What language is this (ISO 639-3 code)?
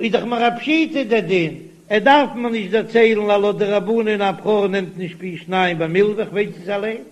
yid